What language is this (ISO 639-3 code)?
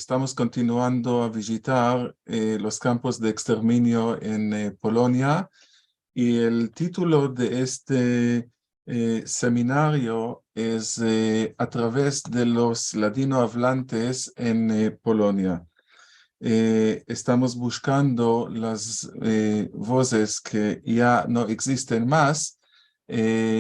lad